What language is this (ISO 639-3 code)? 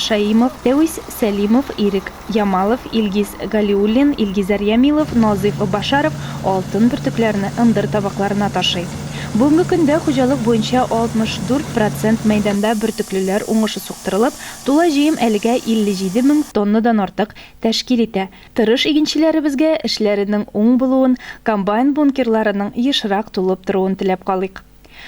tat